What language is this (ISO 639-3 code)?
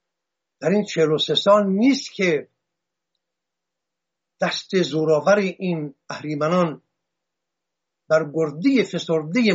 fas